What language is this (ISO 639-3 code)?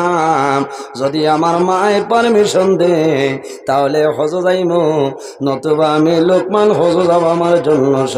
syl